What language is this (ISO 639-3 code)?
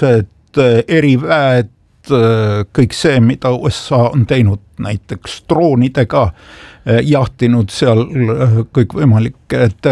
est